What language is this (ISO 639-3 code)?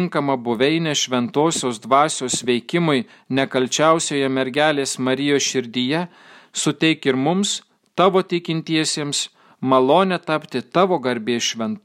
lit